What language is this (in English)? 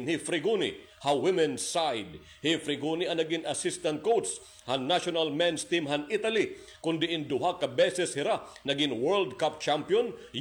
Waray